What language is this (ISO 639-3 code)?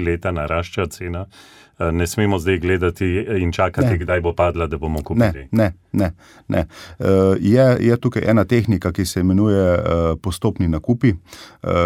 slv